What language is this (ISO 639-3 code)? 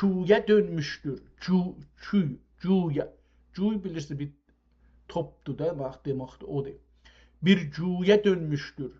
azb